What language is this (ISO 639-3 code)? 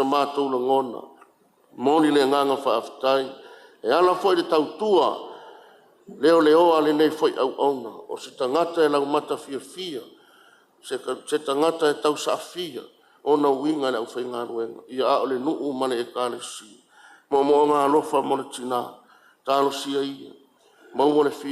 smo